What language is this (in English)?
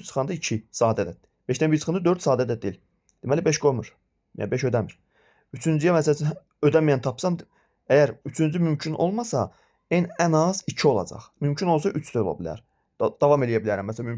Azerbaijani